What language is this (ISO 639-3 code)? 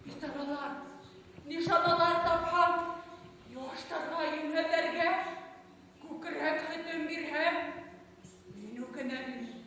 bak